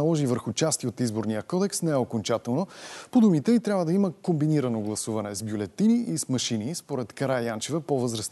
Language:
Bulgarian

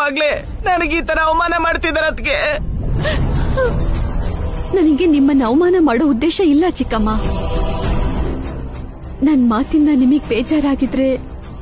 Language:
Kannada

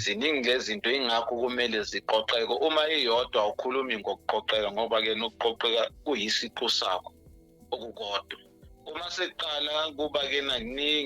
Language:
Zulu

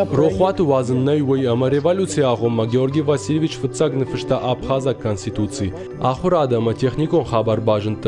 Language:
Ossetic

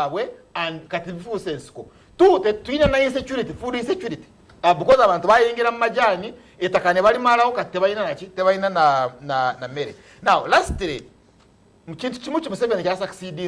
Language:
Ganda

